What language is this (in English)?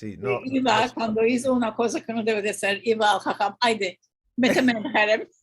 Ladino